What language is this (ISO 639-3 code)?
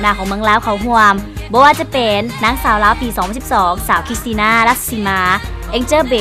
lao